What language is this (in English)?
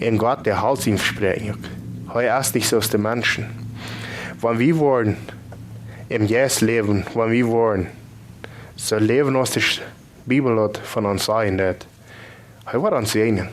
Plautdietsch